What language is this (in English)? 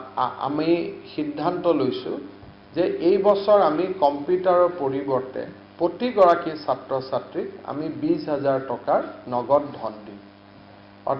Assamese